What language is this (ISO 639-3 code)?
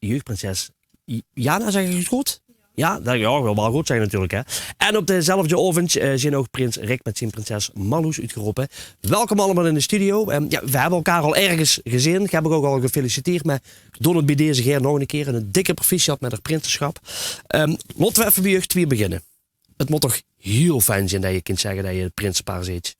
lim